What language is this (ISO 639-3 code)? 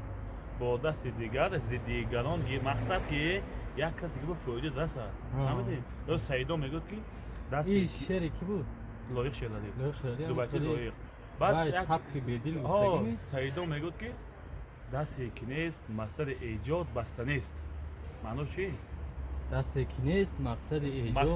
tgk